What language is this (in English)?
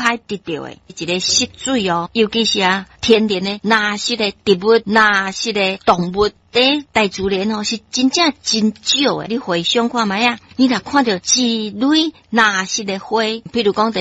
Min Nan Chinese